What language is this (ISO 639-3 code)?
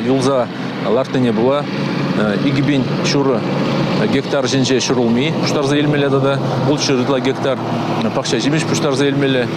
chv